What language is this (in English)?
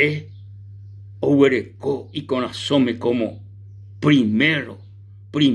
Guarani